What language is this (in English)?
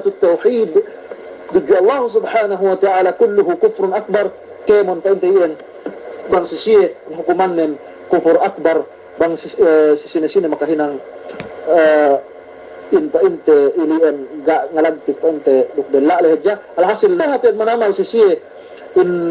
Yakan